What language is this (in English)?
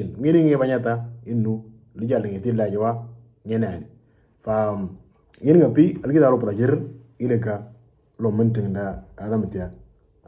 Moro